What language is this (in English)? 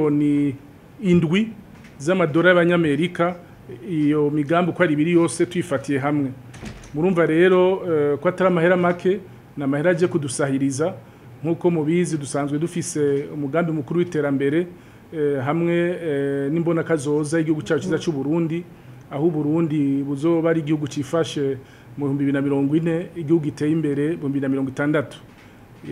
Rundi